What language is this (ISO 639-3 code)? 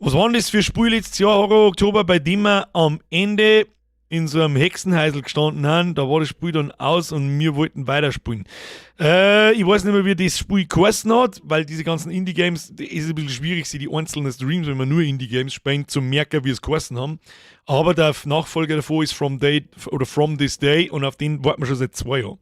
bar